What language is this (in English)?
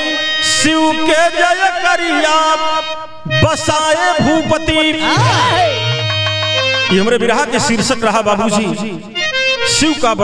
Bhojpuri